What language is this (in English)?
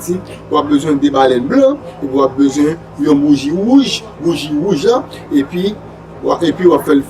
Haitian Creole